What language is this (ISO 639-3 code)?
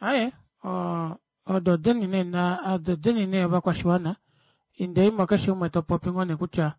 kua